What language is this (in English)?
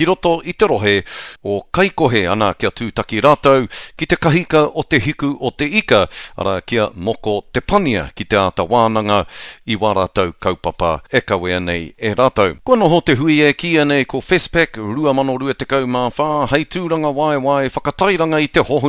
Māori